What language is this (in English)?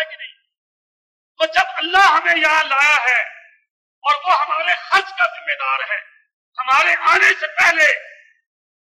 Urdu